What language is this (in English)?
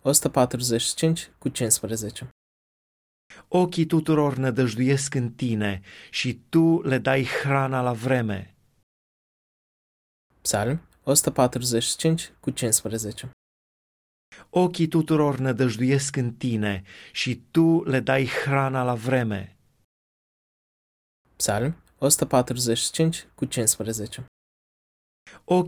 Romanian